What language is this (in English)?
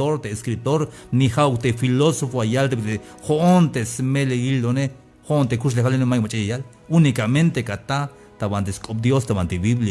Tzeltal